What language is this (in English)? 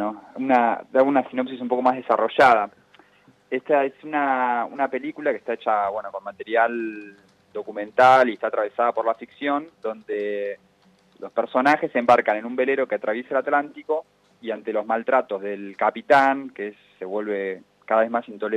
Spanish